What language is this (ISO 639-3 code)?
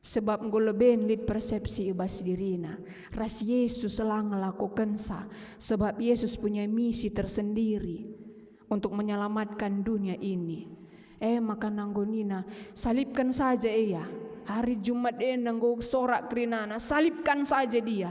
btx